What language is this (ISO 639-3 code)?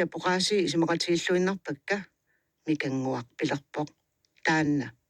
kal